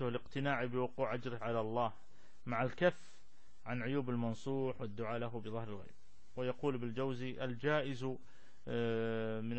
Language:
Arabic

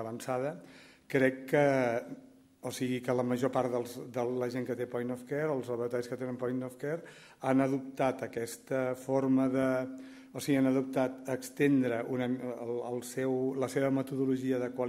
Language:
Catalan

